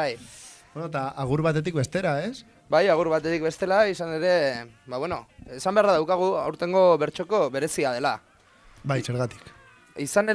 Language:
Basque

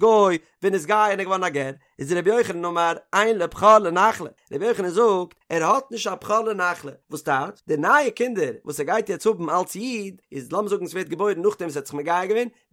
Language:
Yiddish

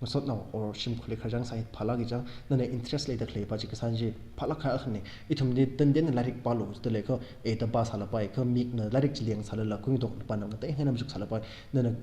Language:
Tangkhul Naga (India)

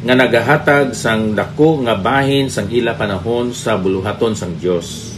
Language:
Hiligaynon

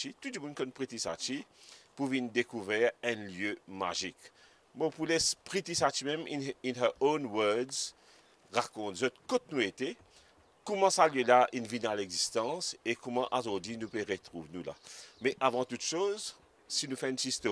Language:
Morisyen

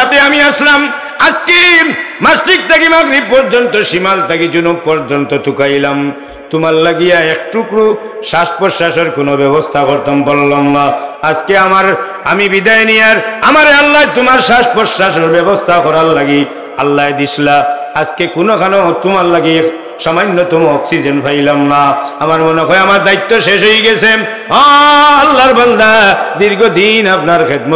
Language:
Sylheti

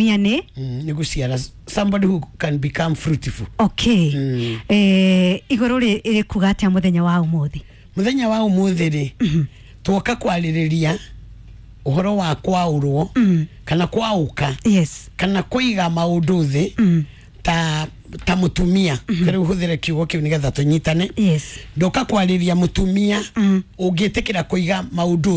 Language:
Kikuyu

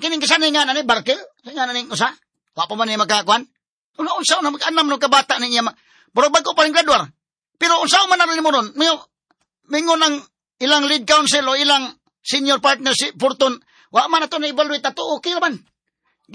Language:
Cebuano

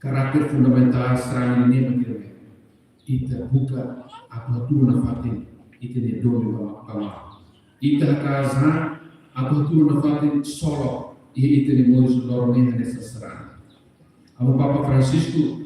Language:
Tetum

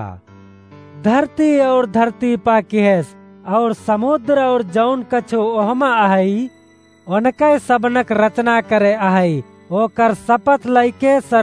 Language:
Awadhi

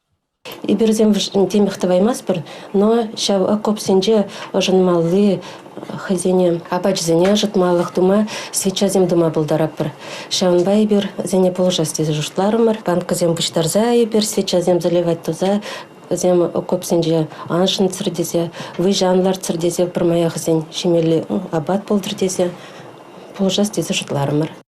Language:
Chuvash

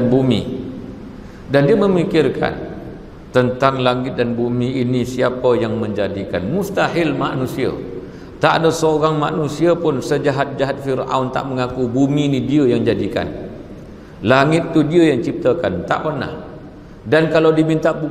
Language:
Malay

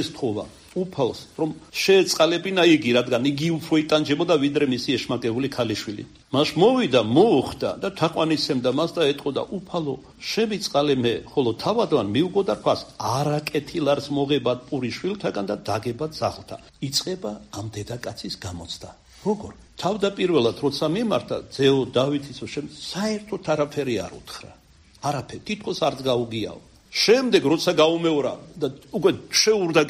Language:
Georgian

